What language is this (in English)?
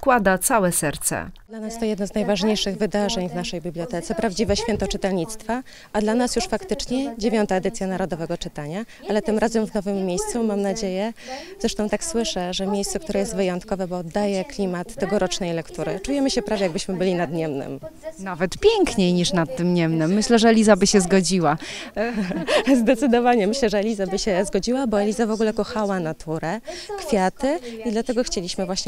Polish